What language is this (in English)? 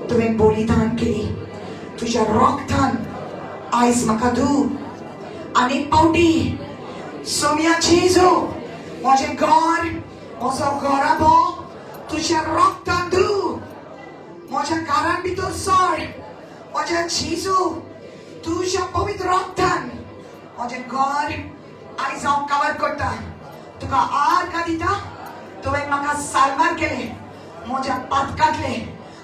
Konkani